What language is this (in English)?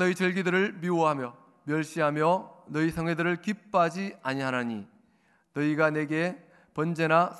Korean